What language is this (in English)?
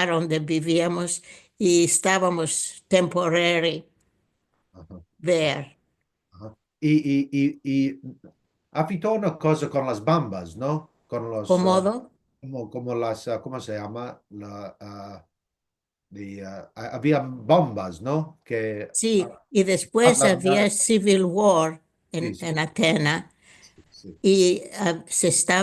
Ladino